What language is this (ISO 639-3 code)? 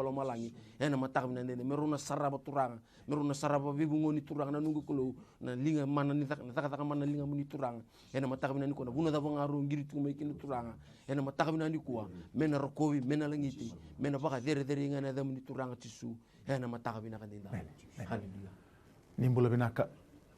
fij